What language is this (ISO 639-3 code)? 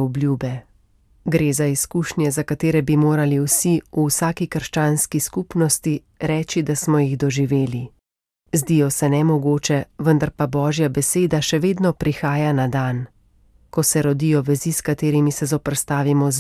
slv